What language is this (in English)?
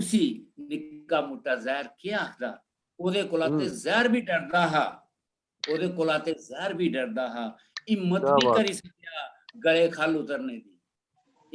Dogri